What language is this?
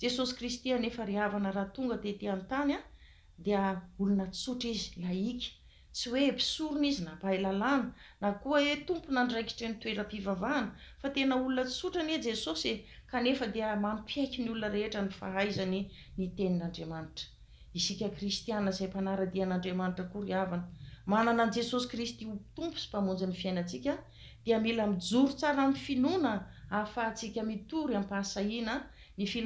Malagasy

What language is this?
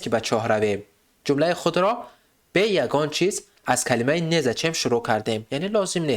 Tajik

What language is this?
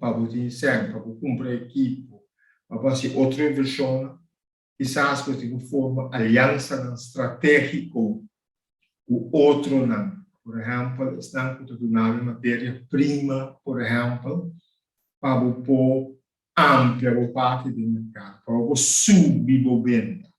Papiamento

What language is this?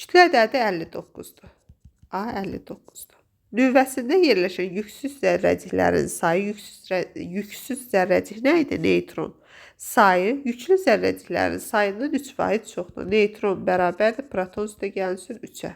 Azerbaijani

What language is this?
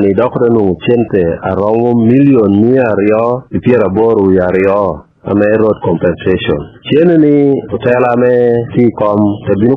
Lango (Uganda)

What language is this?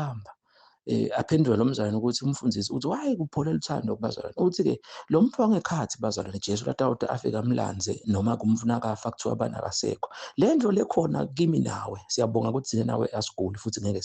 Zulu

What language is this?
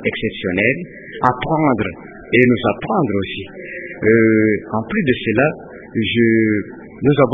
French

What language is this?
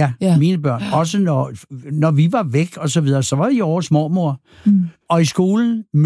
Danish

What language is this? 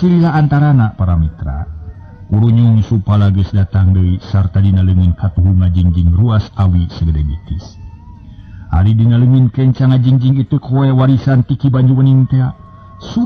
Sundanese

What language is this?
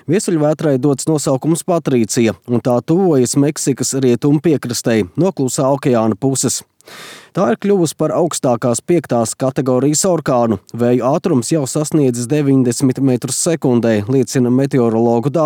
Latvian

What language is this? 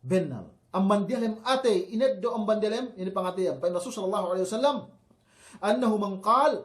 Yakan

